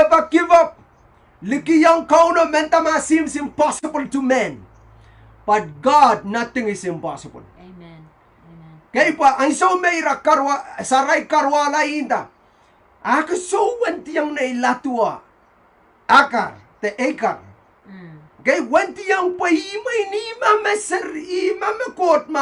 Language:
Pohnpeian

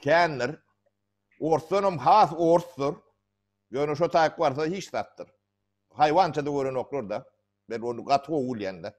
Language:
Turkmen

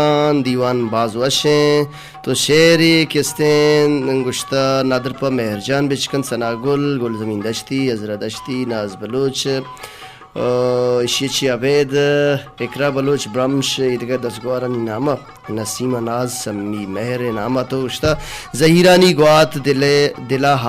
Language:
Baluchi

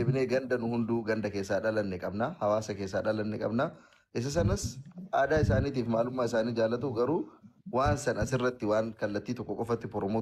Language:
Oromo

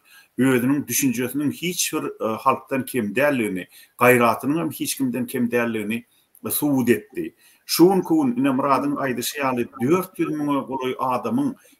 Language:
Turkmen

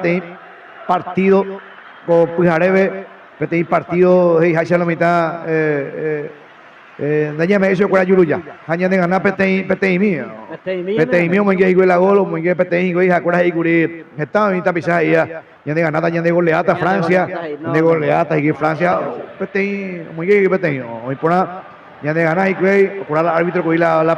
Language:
Guarani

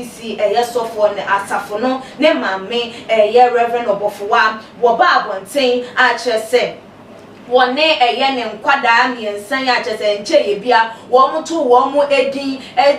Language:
Akan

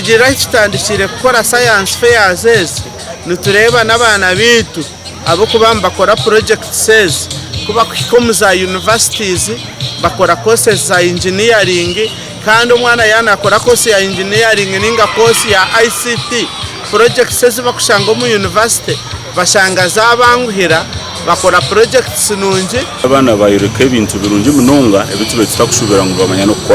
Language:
Nyankole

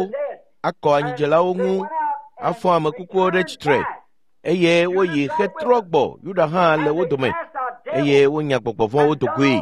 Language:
Ewe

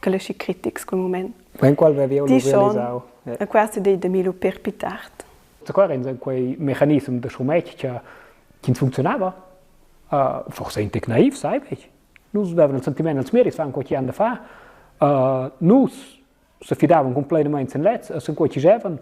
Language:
Romansh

